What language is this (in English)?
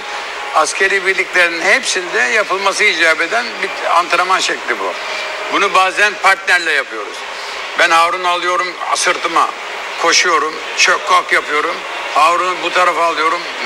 Turkish